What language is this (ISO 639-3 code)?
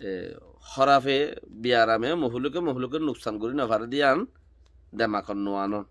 rhg